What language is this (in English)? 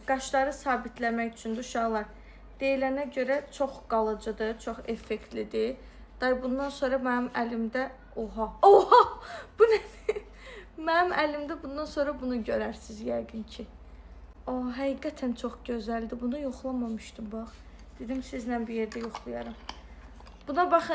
Azerbaijani